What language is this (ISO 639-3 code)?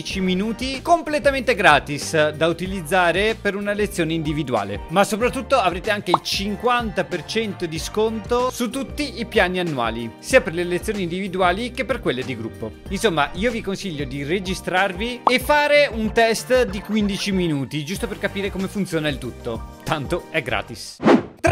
ita